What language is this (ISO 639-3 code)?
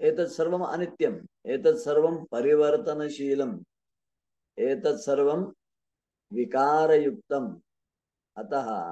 san